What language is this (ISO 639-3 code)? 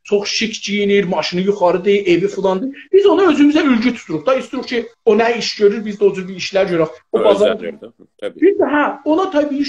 azb